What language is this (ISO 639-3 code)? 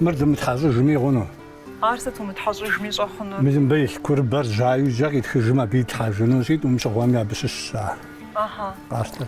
kbd